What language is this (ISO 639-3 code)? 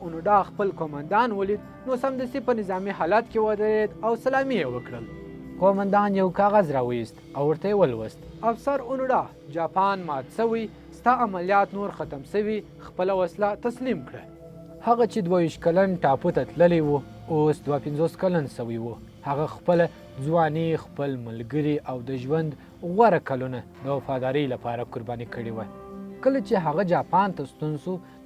pus